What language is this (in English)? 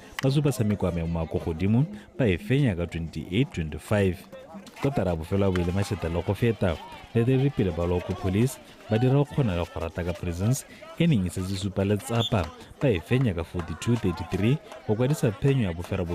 Tswana